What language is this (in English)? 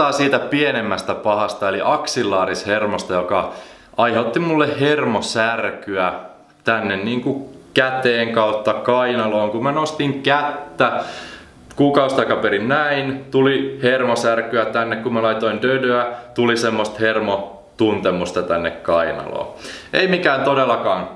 Finnish